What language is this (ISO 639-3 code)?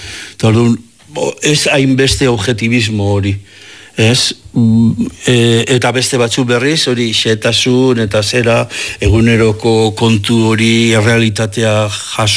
eus